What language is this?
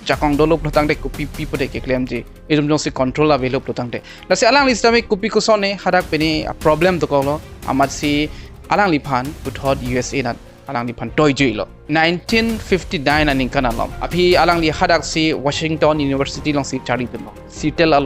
Karbi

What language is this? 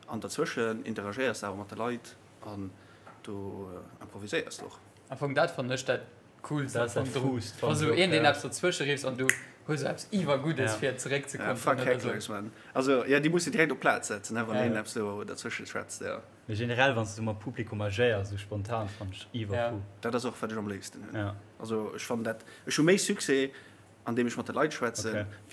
Luxembourgish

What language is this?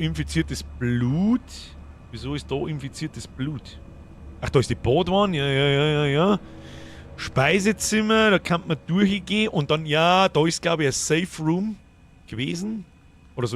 Bavarian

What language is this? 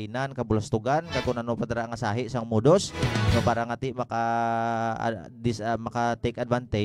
Hiligaynon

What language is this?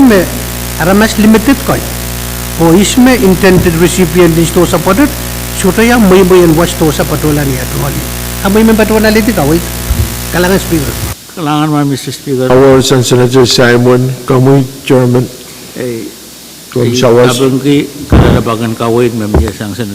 Pohnpeian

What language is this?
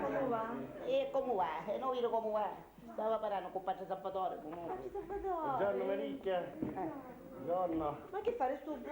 Sicilian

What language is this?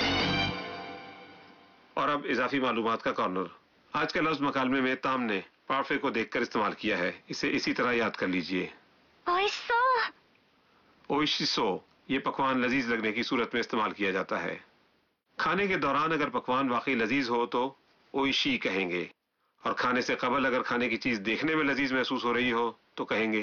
Urdu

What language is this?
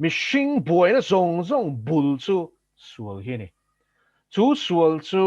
Mizo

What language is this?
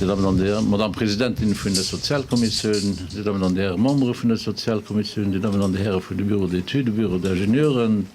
Luxembourgish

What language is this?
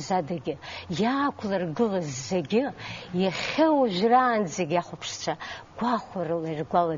Abkhazian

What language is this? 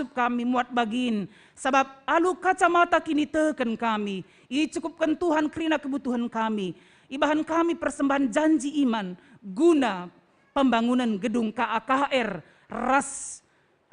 Batak Karo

